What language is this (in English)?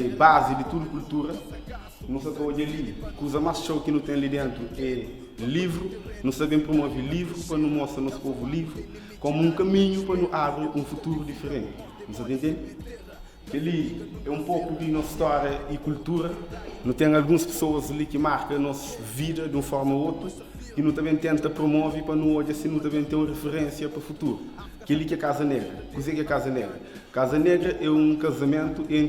Kabuverdianu